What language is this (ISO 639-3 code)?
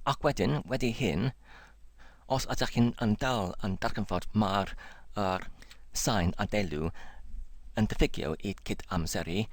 cym